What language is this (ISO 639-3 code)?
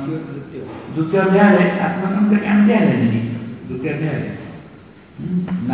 ori